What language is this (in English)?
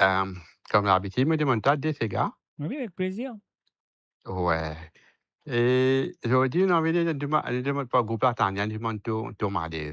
Morisyen